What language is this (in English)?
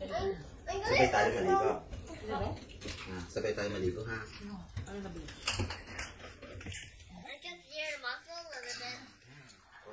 Filipino